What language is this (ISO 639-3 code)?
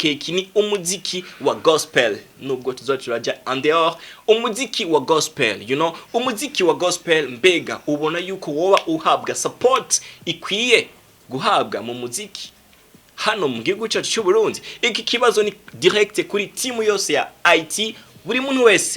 run